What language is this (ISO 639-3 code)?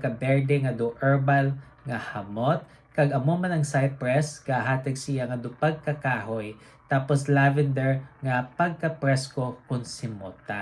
hil